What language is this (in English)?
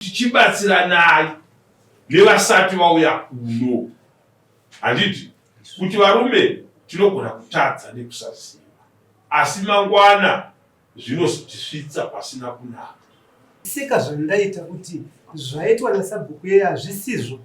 Shona